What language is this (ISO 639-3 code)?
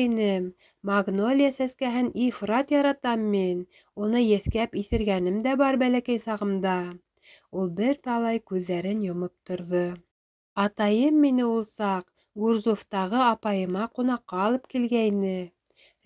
bak